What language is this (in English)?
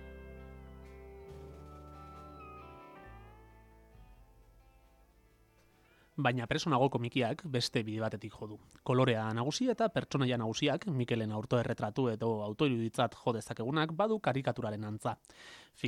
Basque